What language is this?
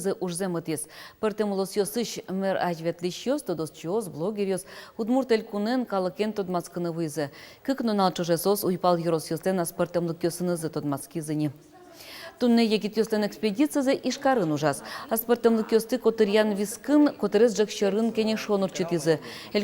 Udmurt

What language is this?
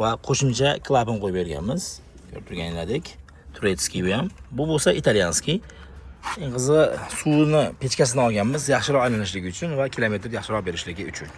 Uzbek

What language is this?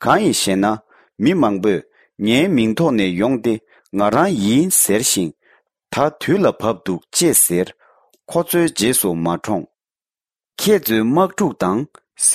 Tibetan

